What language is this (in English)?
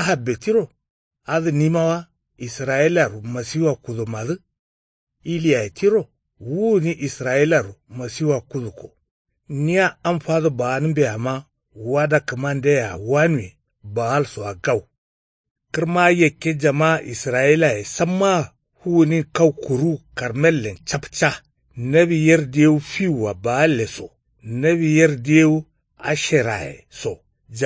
Kanuri